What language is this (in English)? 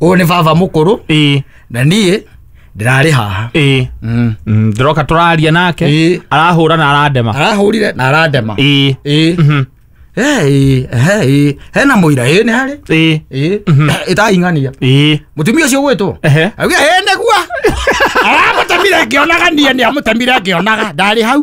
Kikuyu